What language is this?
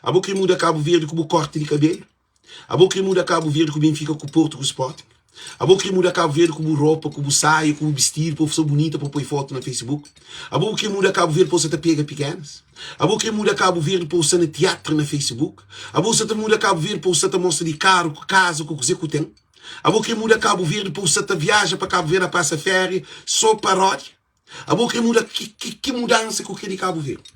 Kabuverdianu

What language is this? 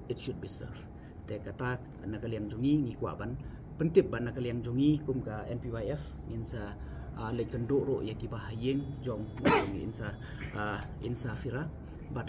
Khasi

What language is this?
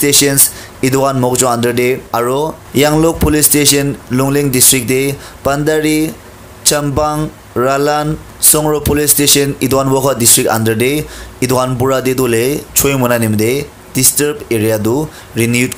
Naga Pidgin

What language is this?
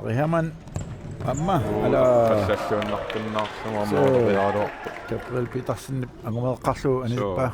Kalaallisut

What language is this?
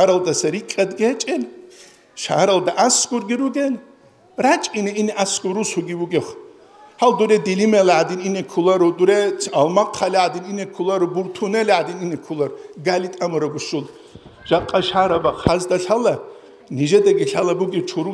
Avaric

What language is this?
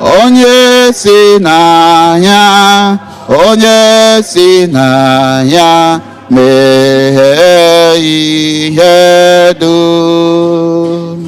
Igbo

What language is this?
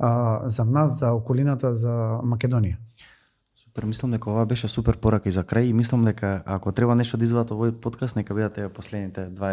Macedonian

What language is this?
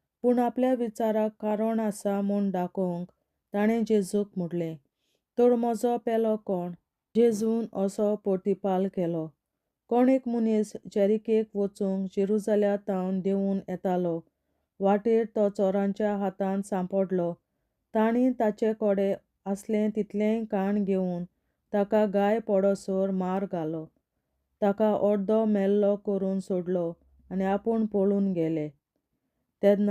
Konkani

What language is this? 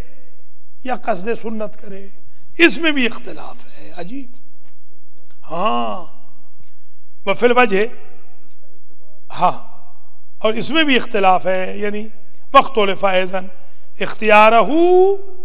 Urdu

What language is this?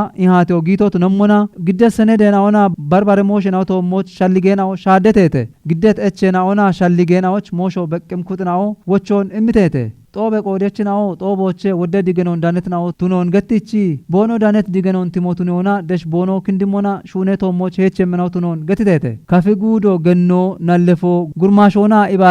Kafa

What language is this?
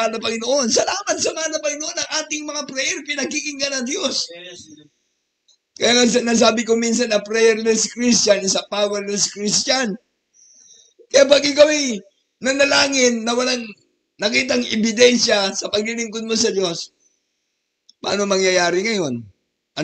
Filipino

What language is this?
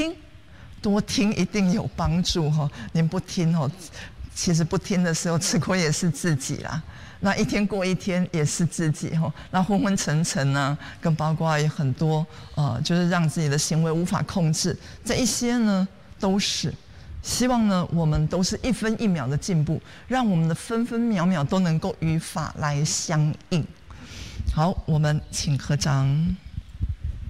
Chinese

